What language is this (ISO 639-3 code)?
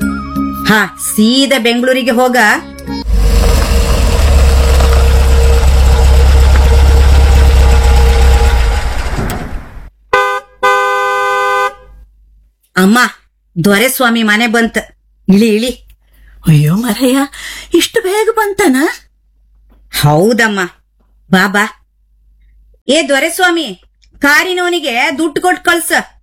kan